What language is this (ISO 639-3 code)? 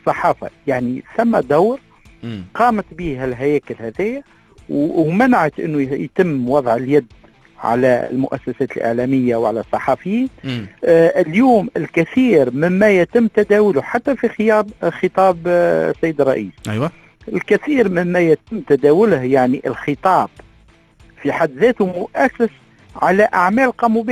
aeb